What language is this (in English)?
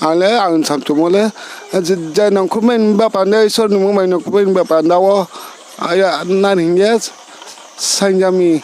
Riang (India)